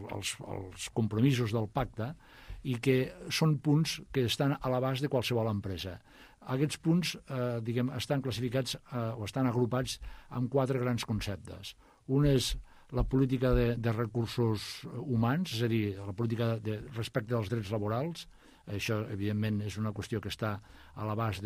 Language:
Catalan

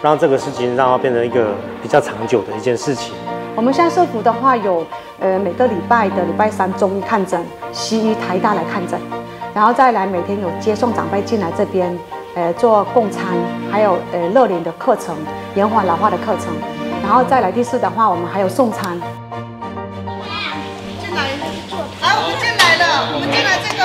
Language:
Chinese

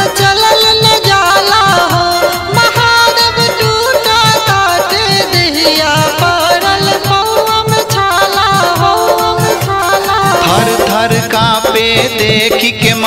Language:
Bhojpuri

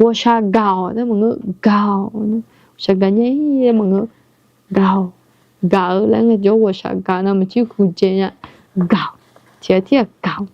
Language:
Akha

